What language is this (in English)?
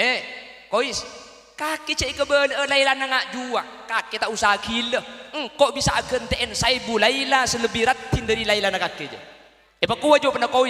Madurese